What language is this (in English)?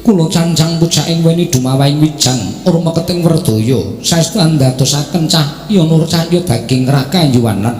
Javanese